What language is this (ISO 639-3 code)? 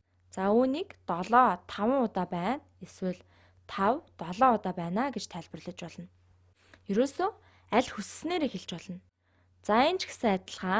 mon